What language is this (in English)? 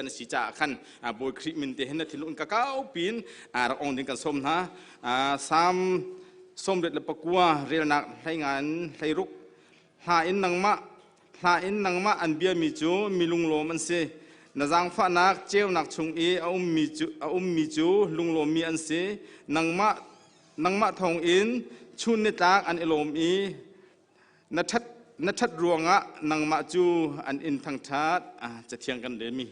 Hakha Chin